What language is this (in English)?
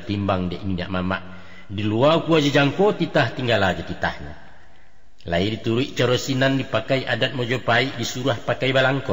Minangkabau